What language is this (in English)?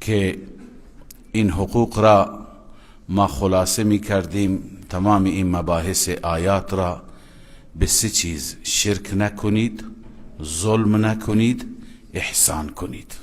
Persian